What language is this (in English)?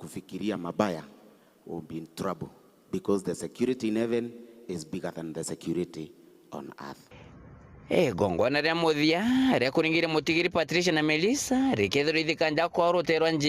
Meru